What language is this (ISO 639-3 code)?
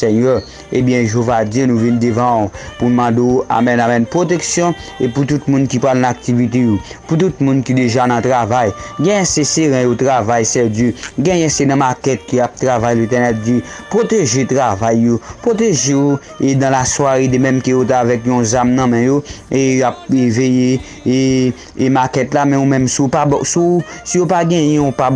hat